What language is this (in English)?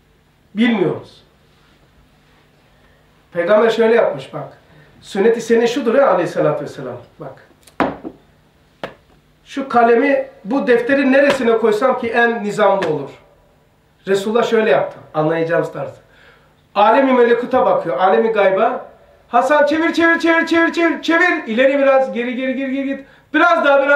Turkish